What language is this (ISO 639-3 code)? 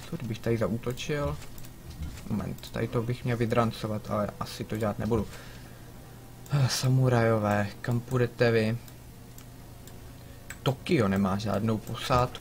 ces